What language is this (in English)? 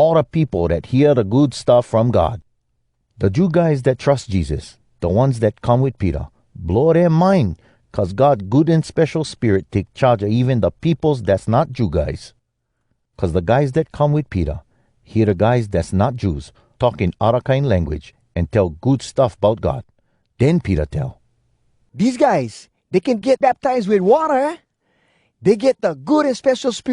Hawai'i Creole English